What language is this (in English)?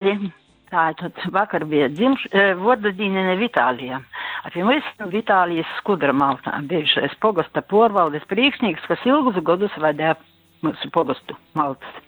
Latgalian